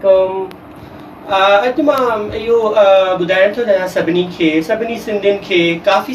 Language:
Sindhi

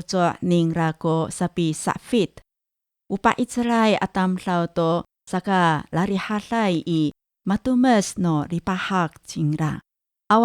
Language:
Amis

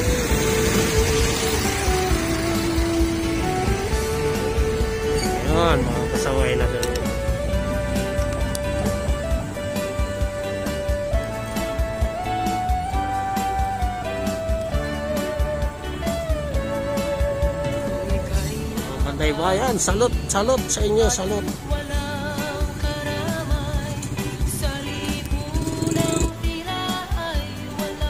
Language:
Filipino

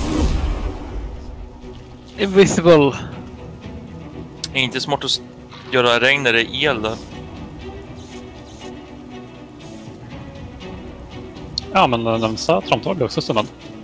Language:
Swedish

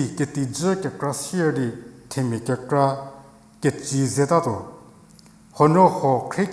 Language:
Angami Naga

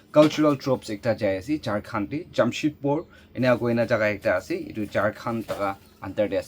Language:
Naga Pidgin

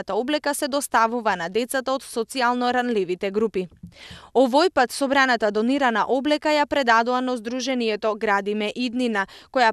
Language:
Macedonian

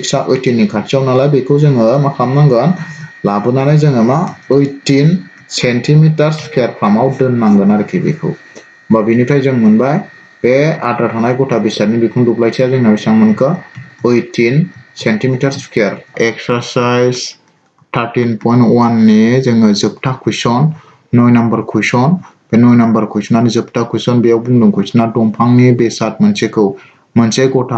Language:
Bodo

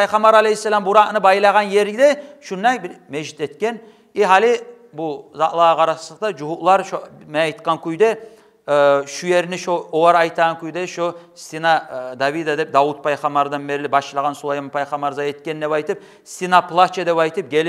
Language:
Kumyk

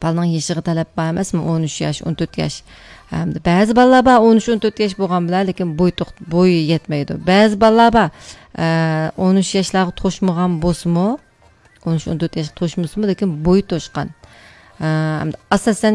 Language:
Uyghur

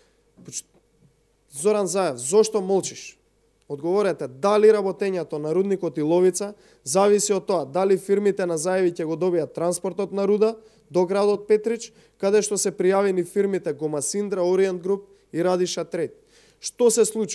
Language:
Macedonian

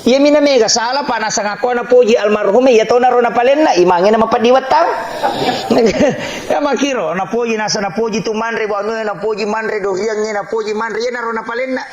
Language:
Buginese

